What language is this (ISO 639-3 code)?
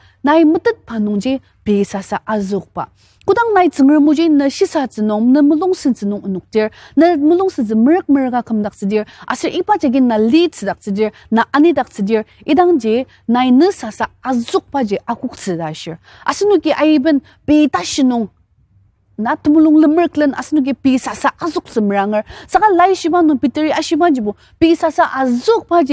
njo